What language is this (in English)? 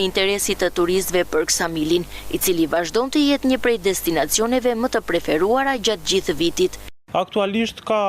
Albanian